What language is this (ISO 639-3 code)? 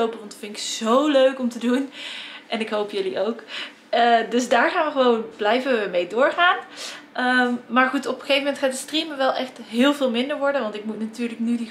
nld